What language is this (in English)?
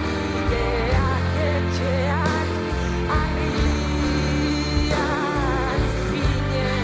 Basque